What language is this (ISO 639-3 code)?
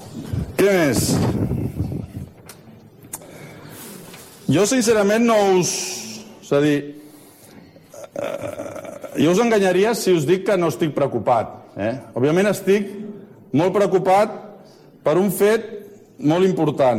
cat